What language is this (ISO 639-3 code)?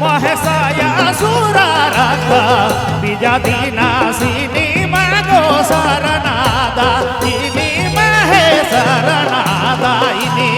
sck